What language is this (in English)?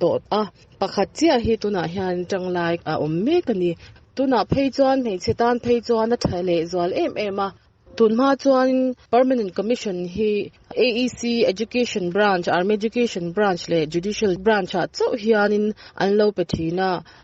Mizo